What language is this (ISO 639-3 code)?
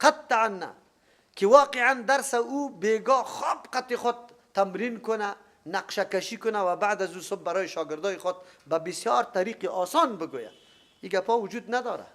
fas